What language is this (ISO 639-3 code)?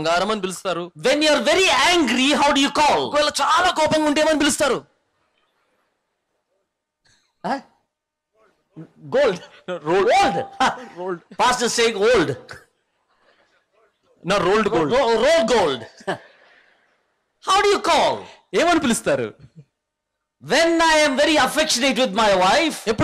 tel